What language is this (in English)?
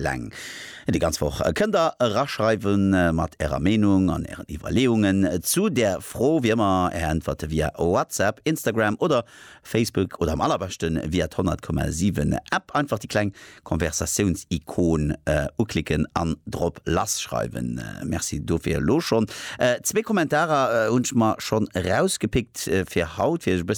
Luxembourgish